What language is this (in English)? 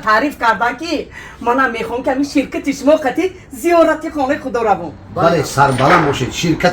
Tajik